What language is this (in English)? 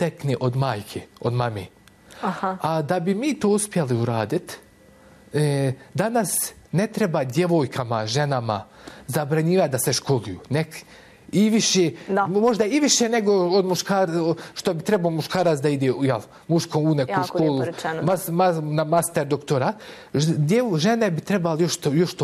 Bosnian